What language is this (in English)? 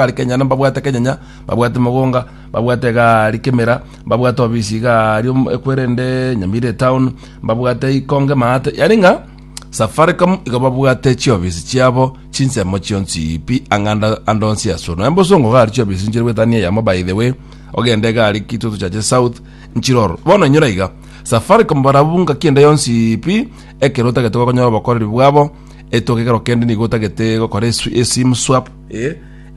Gusii